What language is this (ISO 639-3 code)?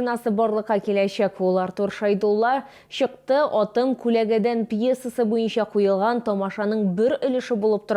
tat